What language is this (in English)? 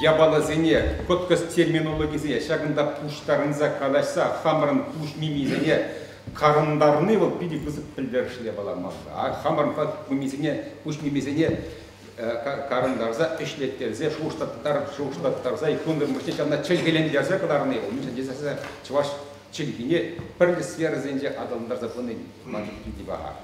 Chuvash